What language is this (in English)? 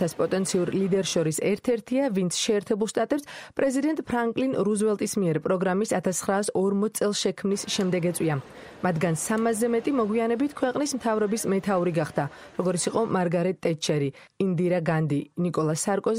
Georgian